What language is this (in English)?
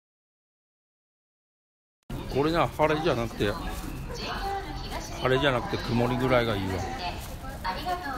Japanese